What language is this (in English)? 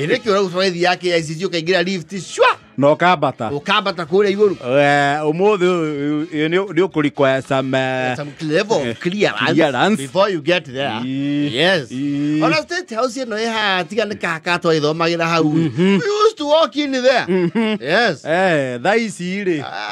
Kikuyu